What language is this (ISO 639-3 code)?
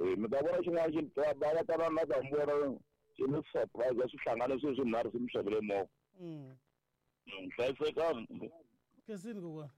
tso